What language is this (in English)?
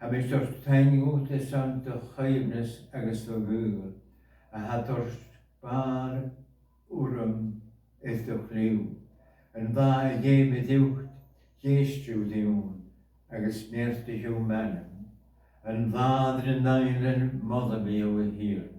Scottish Gaelic